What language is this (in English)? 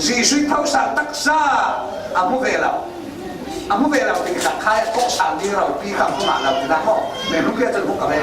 Falam Chin